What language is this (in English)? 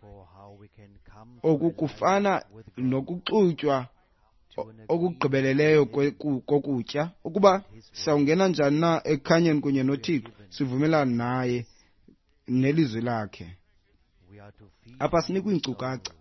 Xhosa